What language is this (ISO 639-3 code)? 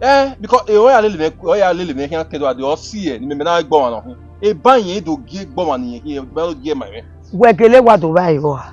bin